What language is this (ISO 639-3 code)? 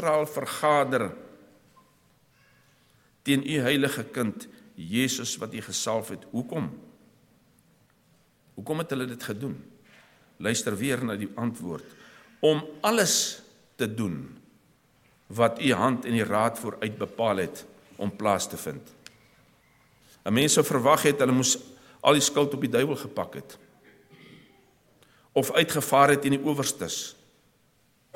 afr